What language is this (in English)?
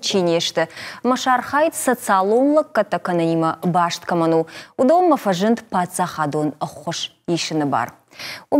Ossetic